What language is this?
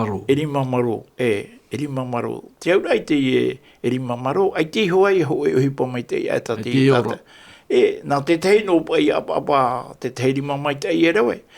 Tahitian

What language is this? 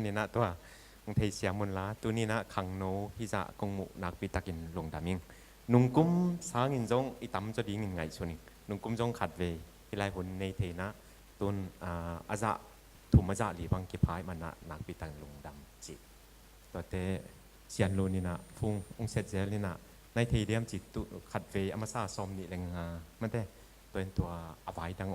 Tedim Chin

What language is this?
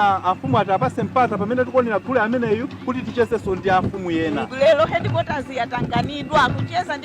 Nyanja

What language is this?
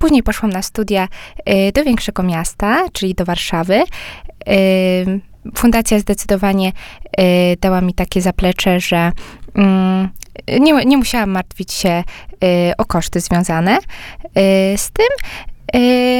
Polish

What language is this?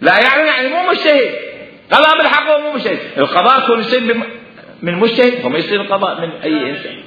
Mesopotamian Arabic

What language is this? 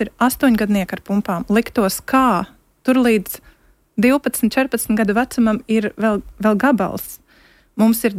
Latvian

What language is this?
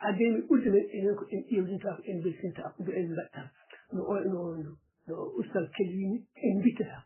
Fula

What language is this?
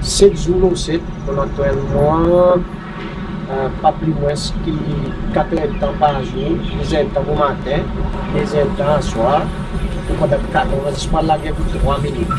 Seselwa Creole French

